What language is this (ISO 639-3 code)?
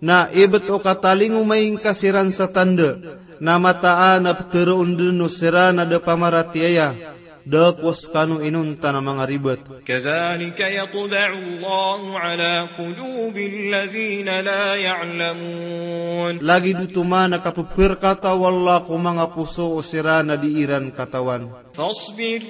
mrw